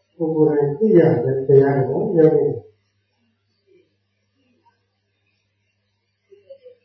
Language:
Burmese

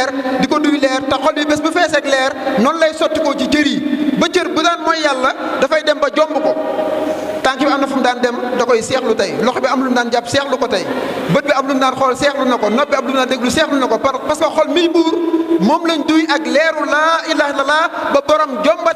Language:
Wolof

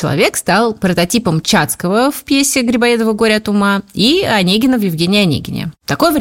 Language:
Russian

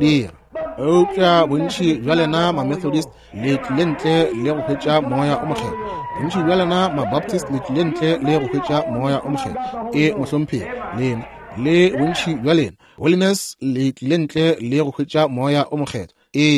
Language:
Northern Sotho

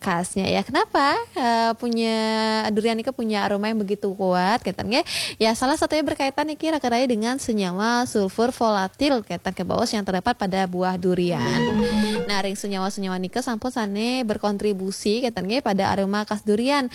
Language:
Balinese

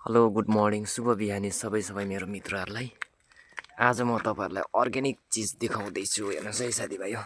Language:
Nepali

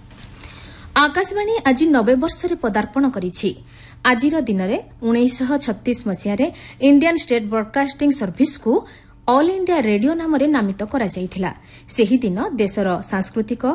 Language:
Odia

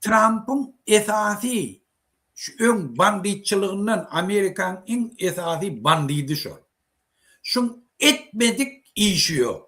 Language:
Turkmen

